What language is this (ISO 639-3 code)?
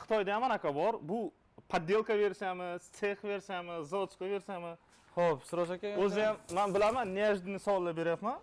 uzb